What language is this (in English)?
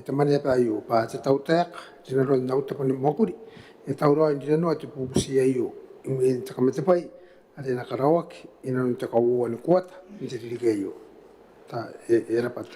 Gilbertese